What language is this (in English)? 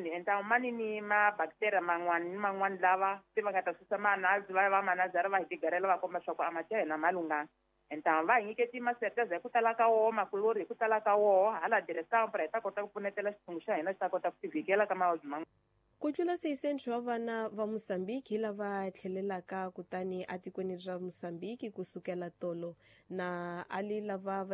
Tsonga